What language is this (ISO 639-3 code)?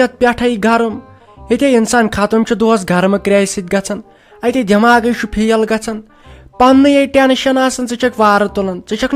kas